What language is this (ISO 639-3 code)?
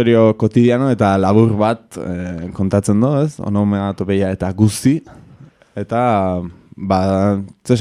eus